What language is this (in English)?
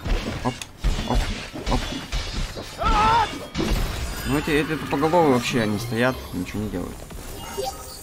Russian